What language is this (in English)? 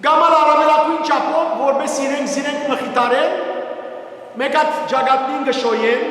Western Armenian